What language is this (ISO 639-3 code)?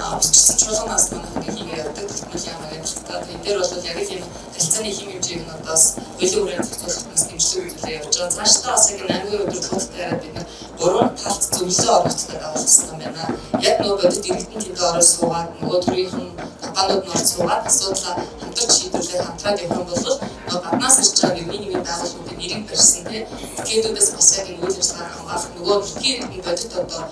mon